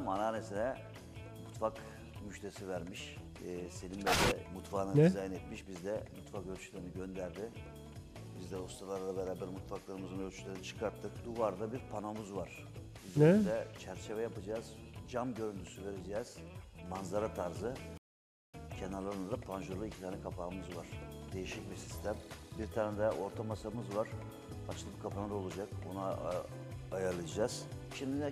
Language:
Turkish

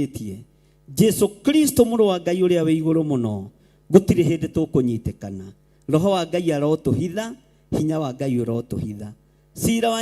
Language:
Kikuyu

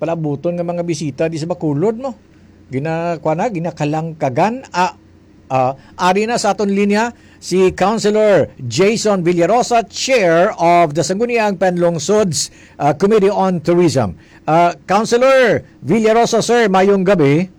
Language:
Hiligaynon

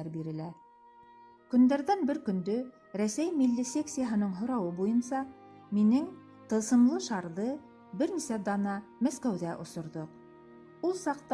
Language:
Bashkir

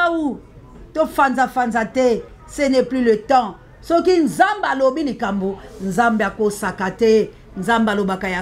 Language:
Lingala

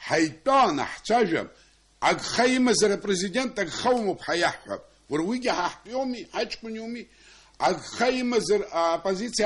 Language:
Abkhazian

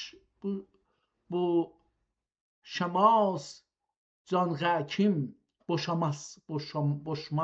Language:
South Azerbaijani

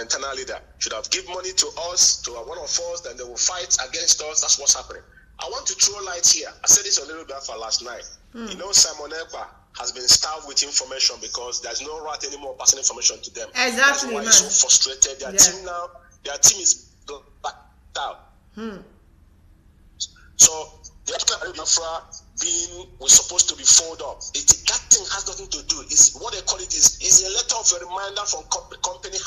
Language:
English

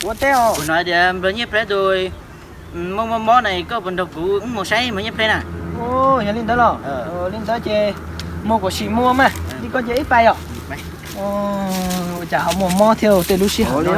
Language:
Hmong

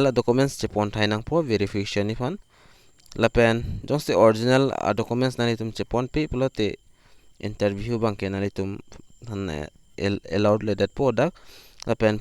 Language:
Karbi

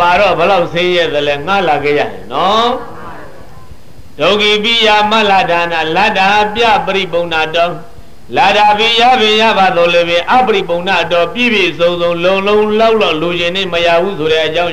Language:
Burmese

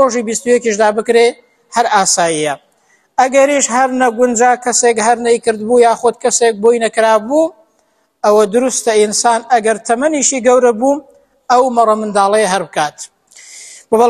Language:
Central Kurdish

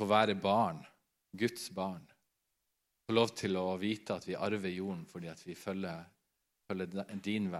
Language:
Norwegian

